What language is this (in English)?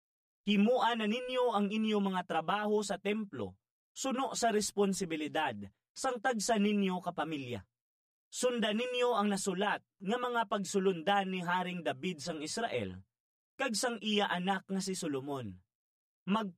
Hiligaynon